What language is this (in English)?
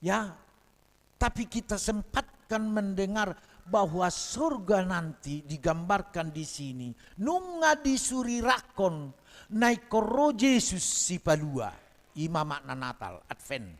Batak Toba